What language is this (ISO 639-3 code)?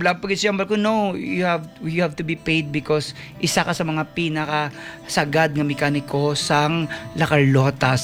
hil